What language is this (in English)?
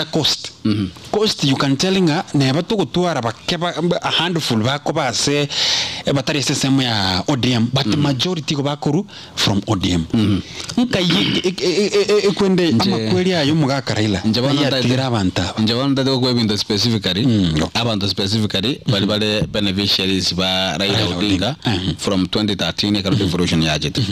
Gusii